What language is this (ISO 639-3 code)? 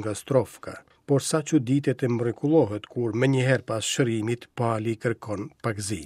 sqi